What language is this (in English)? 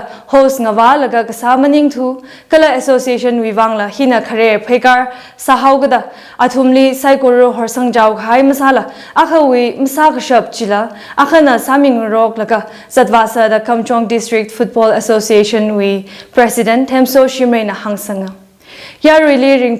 Tangkhul Naga (India)